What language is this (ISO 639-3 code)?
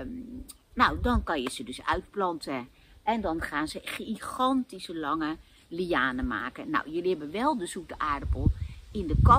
nld